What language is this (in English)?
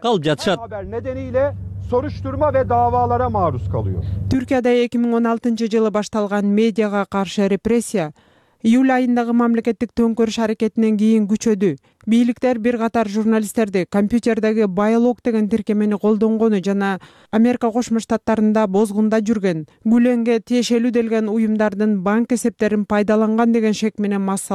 Kyrgyz